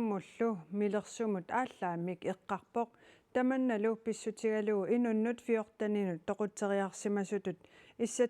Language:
Kalaallisut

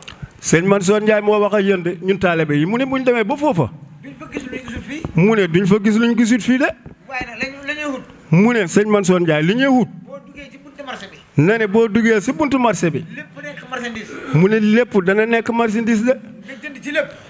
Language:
Wolof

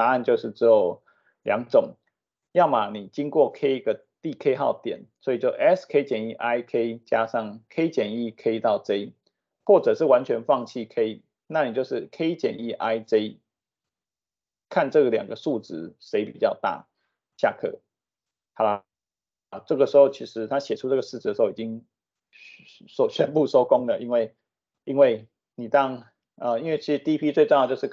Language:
Chinese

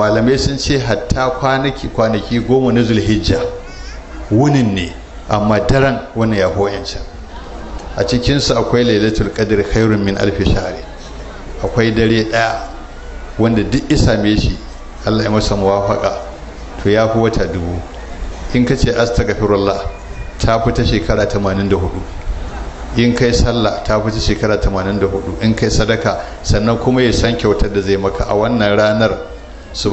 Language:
Hausa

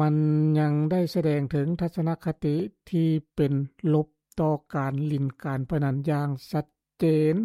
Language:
Lao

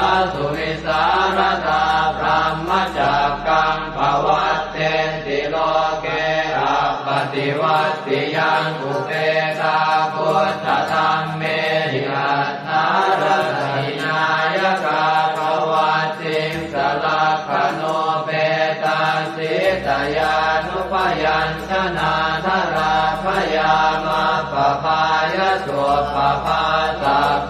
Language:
Pali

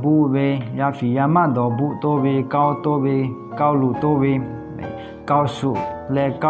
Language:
Lahu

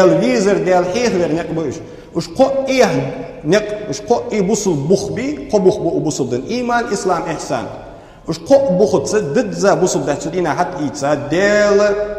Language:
Ingush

